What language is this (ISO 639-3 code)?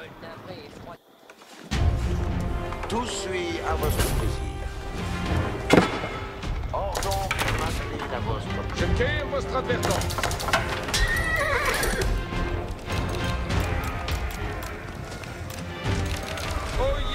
fra